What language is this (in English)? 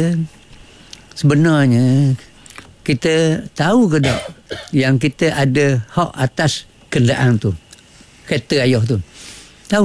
Malay